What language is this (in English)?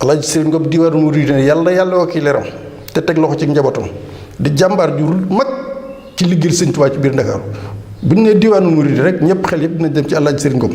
Wolof